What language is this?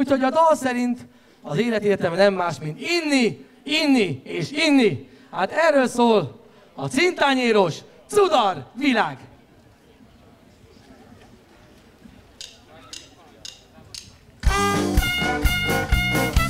Hungarian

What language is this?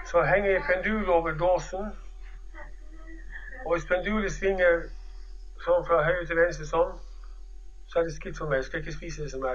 Norwegian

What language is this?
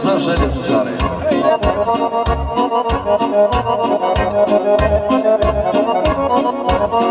Croatian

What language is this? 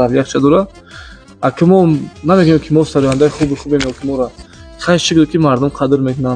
Tajik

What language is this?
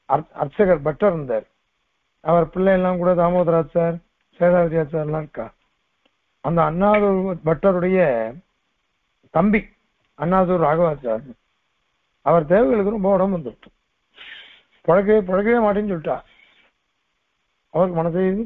Tamil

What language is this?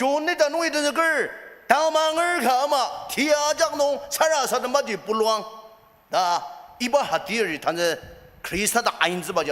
Ao Naga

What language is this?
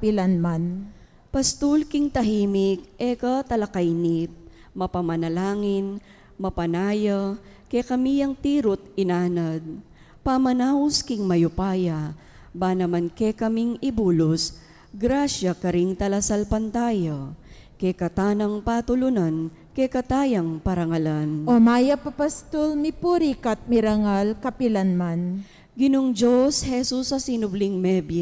Pampanga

